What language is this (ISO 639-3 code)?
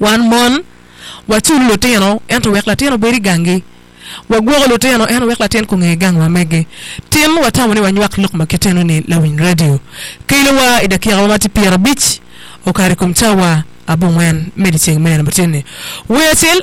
ach